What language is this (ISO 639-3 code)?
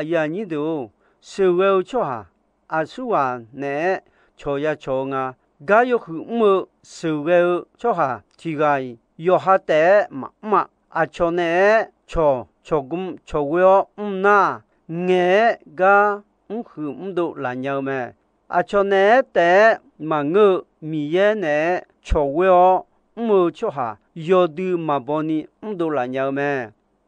ahk